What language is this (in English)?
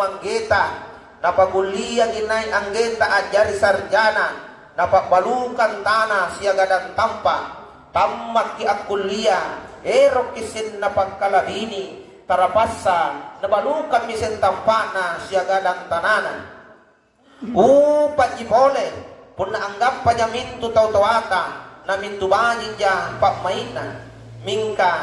Makasar